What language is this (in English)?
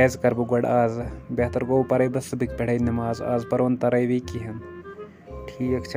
Kashmiri